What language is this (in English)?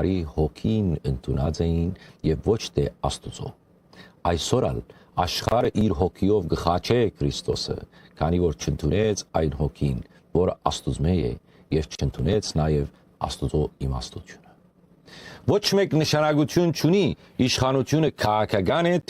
Western Armenian